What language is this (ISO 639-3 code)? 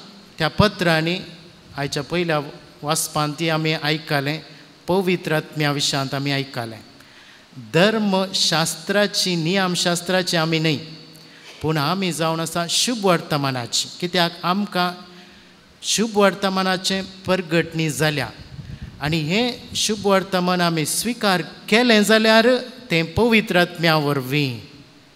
kok